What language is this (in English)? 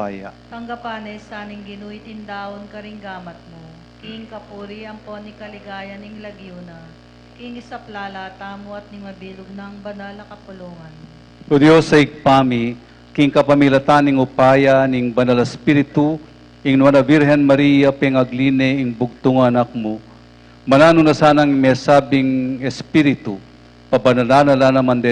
Pampanga